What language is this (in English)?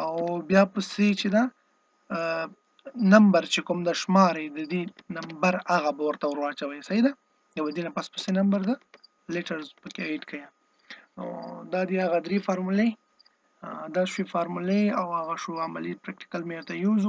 Pashto